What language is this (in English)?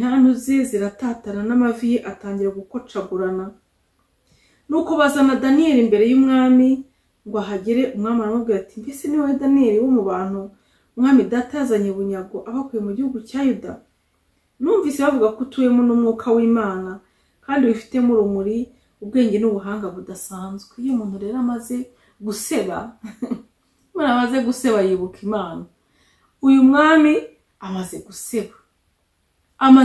Kinyarwanda